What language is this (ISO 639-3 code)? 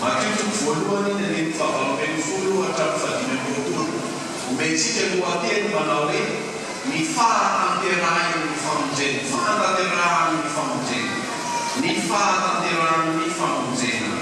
mlg